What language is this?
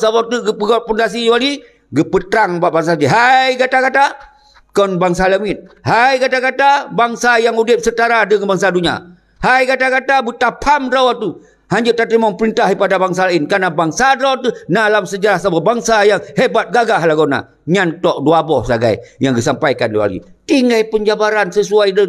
Achinese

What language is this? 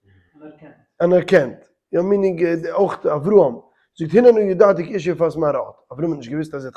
Yiddish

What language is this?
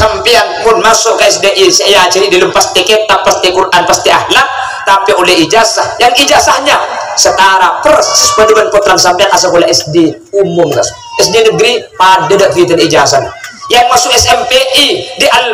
Madurese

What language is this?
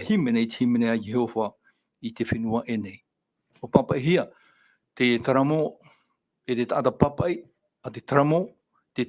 Tahitian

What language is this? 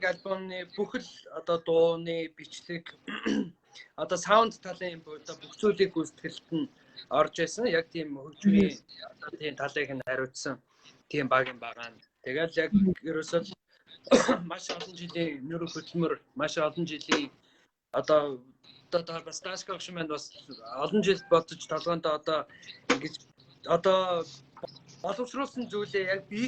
Mongolian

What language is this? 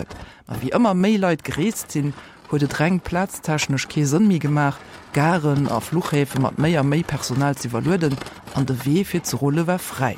Luxembourgish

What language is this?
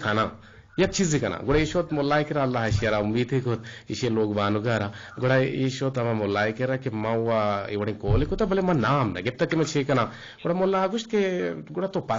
Eastern Balochi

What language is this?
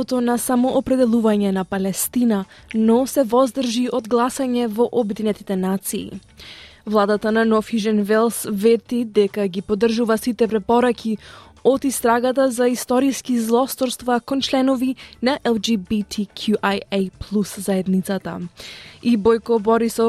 Macedonian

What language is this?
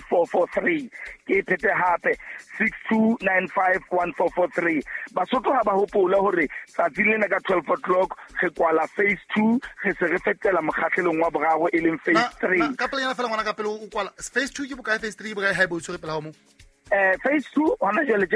Southern Sotho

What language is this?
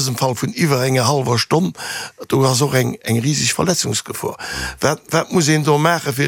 Luxembourgish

